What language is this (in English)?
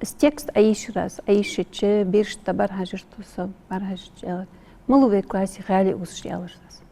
Ingush